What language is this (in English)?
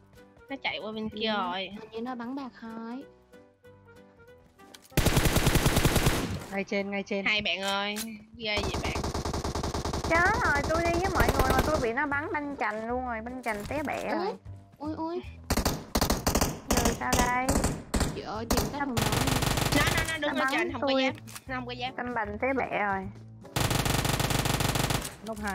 Vietnamese